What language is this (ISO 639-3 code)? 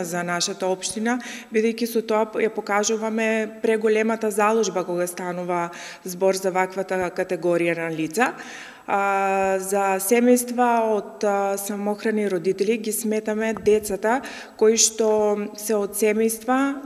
mkd